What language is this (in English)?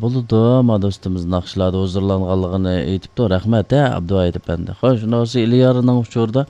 Uyghur